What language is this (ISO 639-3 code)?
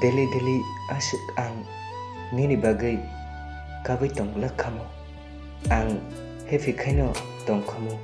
trp